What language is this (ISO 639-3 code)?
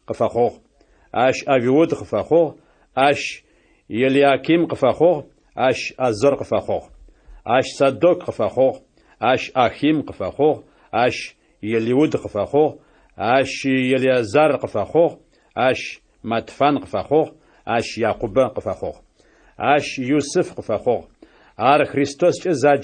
ady